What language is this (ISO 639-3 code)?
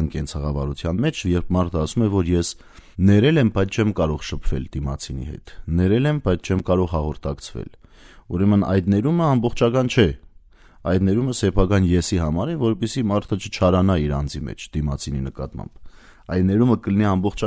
hye